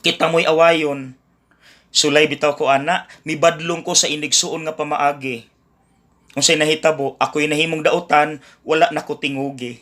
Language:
Cebuano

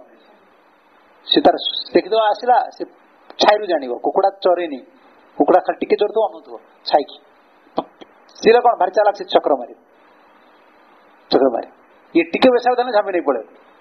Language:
Odia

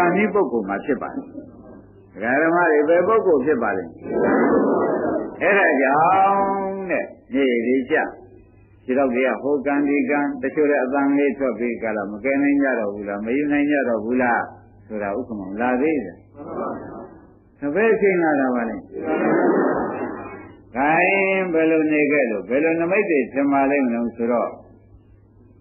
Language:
Burmese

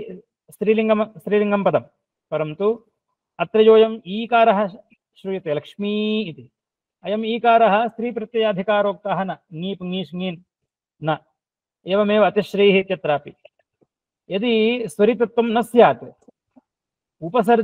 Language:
Sanskrit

